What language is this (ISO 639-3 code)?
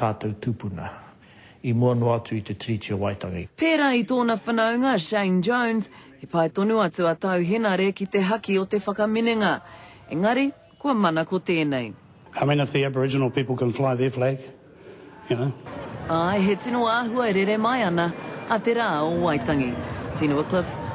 mri